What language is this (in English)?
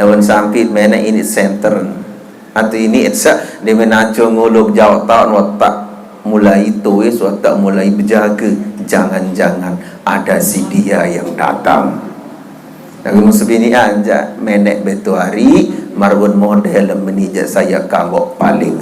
Sasak